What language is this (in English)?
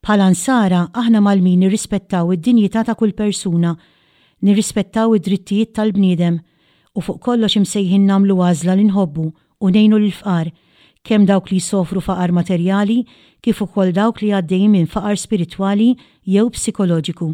Maltese